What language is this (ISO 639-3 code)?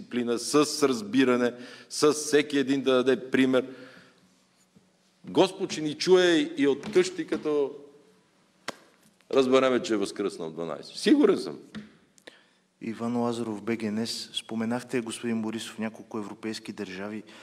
bul